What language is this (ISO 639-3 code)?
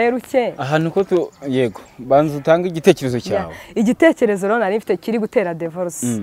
kin